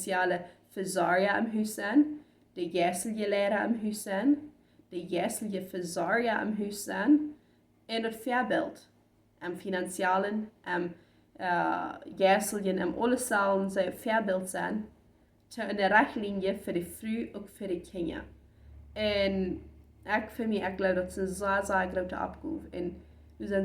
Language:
Plautdietsch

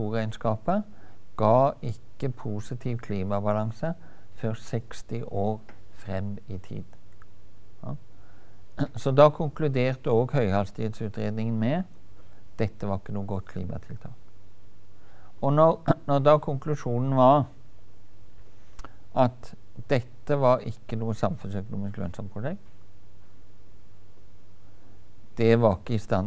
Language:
Norwegian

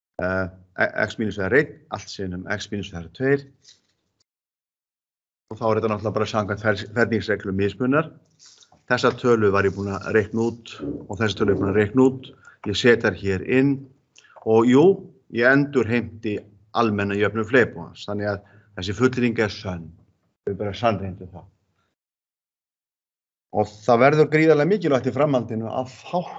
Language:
Icelandic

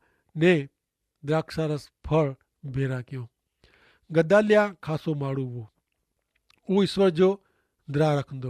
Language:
Kachhi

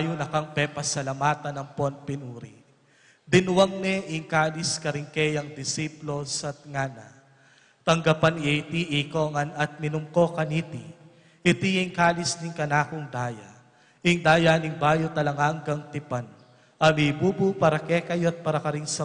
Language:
Pampanga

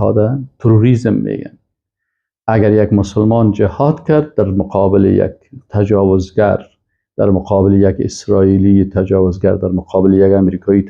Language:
Persian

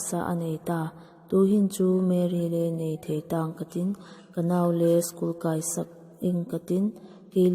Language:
Vaiphei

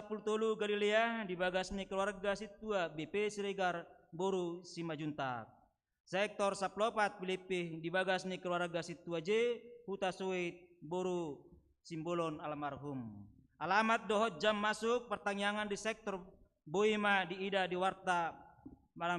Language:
Batak Toba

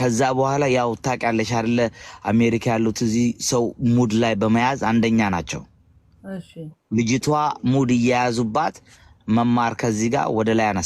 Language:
Amharic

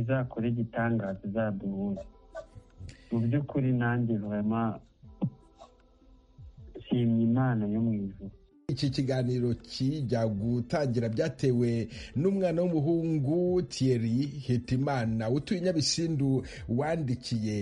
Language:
Kinyarwanda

